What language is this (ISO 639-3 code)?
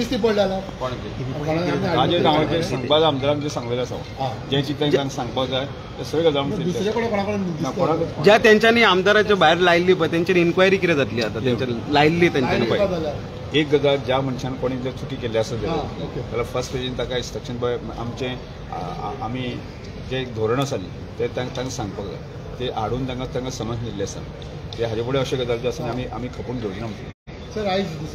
kok